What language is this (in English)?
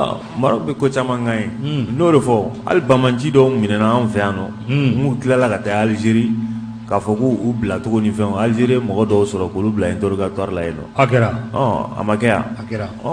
Bambara